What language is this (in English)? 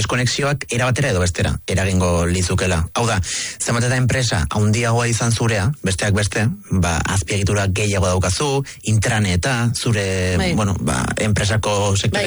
Basque